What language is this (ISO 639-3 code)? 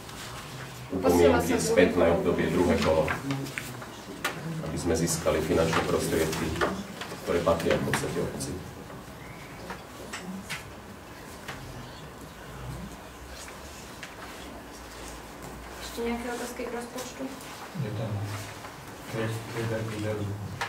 slk